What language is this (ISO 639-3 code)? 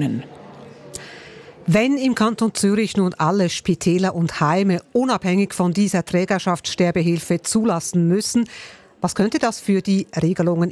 deu